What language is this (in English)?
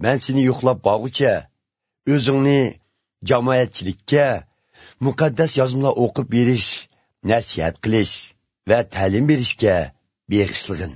Uyghur